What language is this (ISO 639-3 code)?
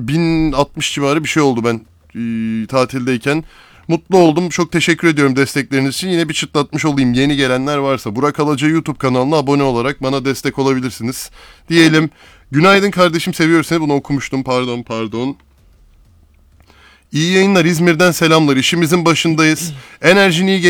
tur